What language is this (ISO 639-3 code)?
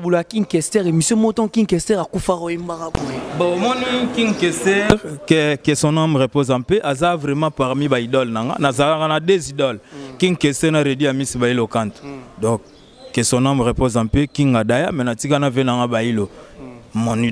lin